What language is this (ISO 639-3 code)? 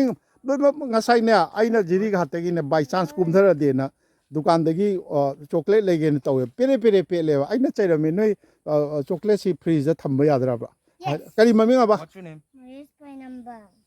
mni